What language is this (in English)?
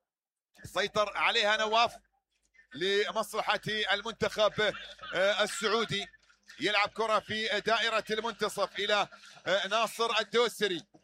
Mesopotamian Arabic